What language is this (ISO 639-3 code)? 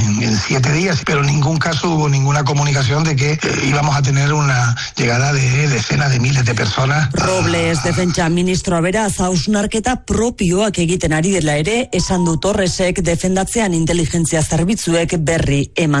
eus